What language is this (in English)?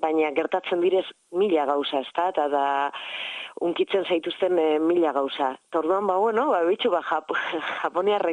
Basque